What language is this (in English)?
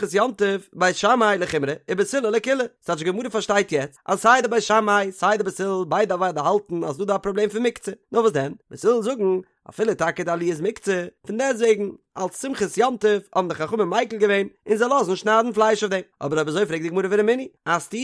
Yiddish